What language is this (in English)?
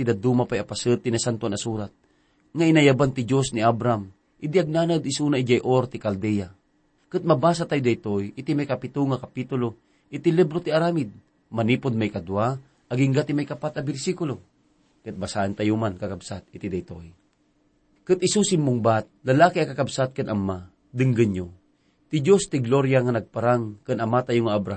Iloko